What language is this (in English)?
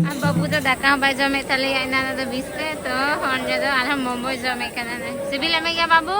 Santali